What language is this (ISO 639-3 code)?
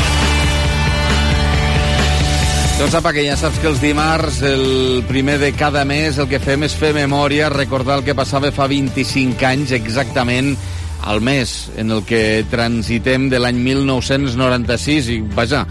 cat